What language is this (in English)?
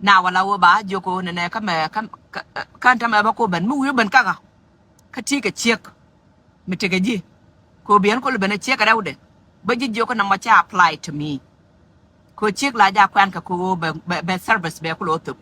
Nuer